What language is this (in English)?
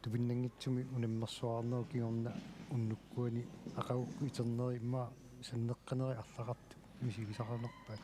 Kalaallisut